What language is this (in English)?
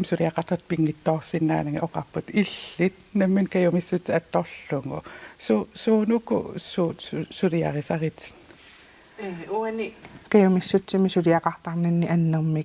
Kalaallisut